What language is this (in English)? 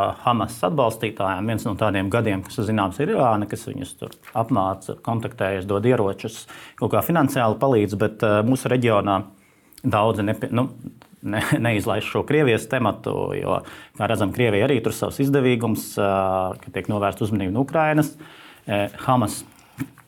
Latvian